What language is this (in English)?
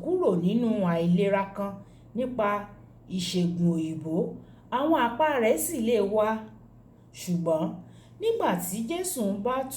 Yoruba